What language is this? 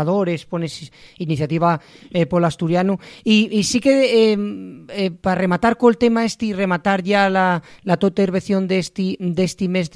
Asturian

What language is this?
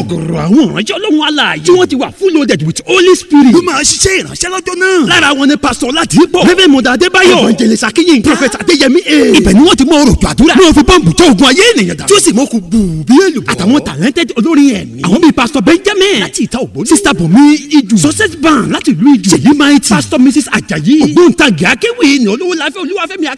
Yoruba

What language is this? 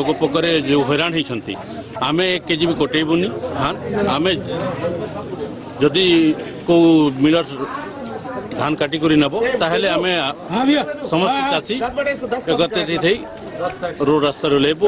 Odia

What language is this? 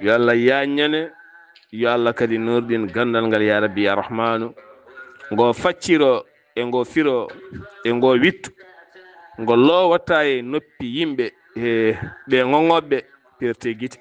Fula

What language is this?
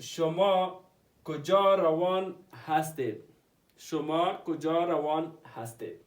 Pashto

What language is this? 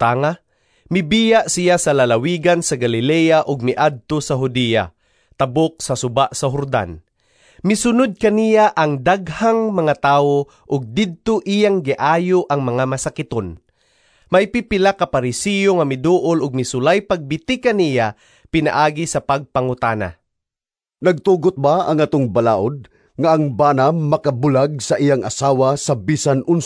Cebuano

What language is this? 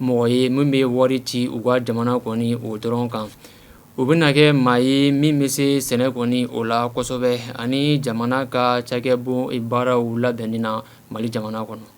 Bambara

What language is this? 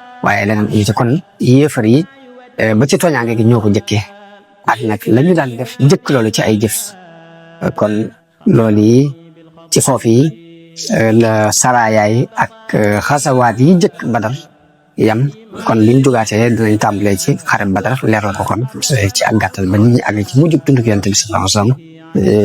Wolof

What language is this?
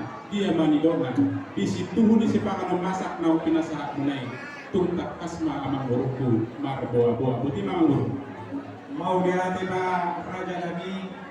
Batak Toba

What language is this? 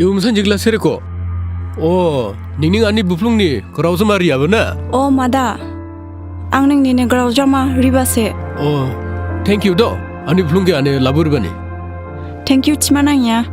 Dimasa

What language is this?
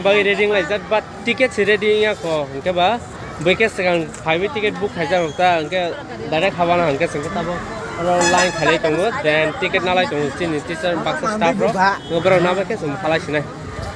Kok Borok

